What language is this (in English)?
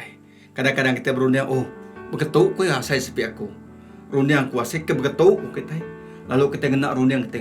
Iban